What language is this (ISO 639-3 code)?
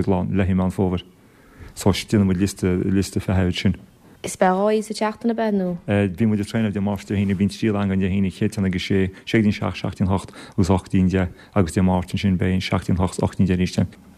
gle